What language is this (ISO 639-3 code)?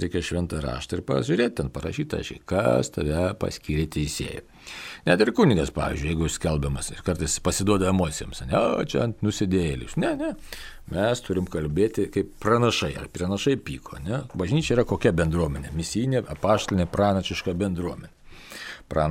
lit